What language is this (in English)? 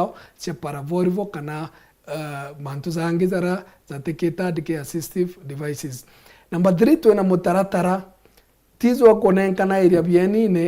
Meru